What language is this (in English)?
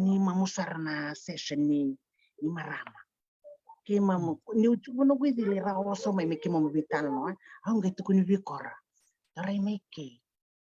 Fijian